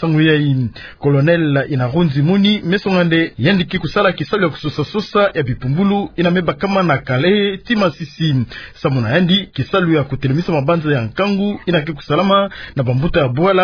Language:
Kituba (Democratic Republic of Congo)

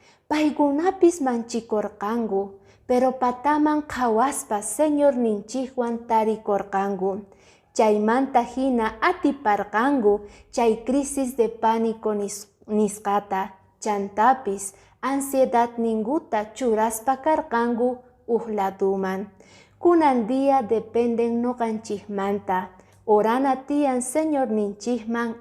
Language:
Quechua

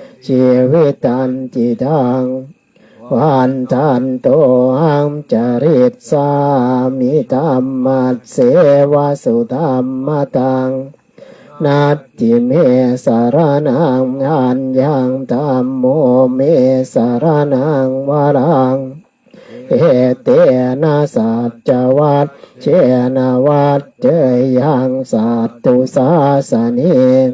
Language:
Pali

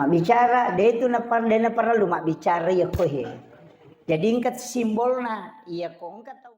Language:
Buginese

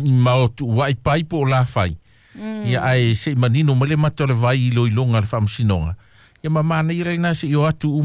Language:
Samoan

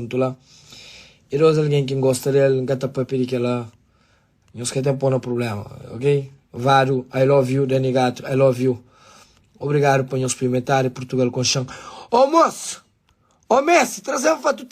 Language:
Kabuverdianu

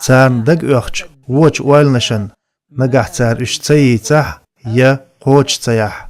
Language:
Chechen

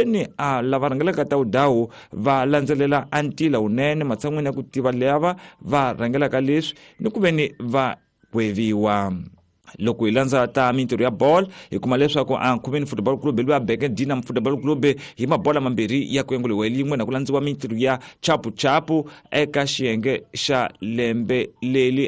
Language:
Tsonga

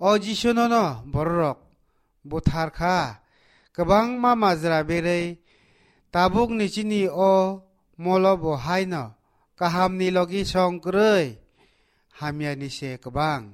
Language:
Kok Borok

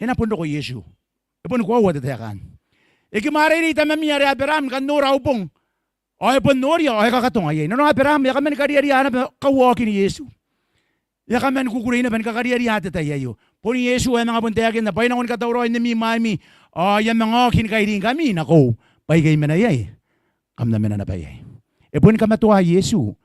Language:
Gilbertese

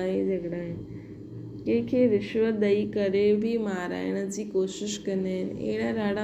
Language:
Sindhi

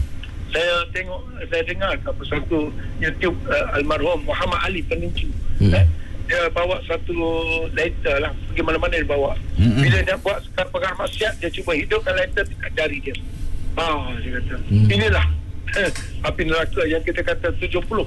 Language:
Malay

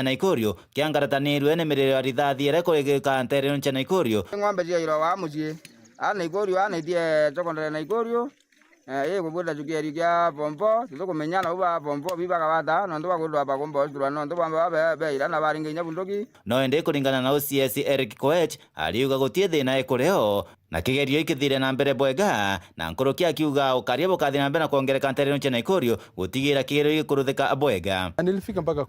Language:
Meru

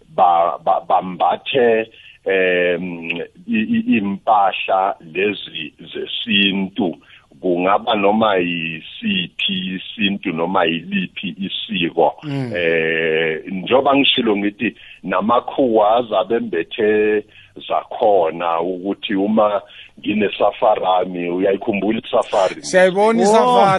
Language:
South Ndebele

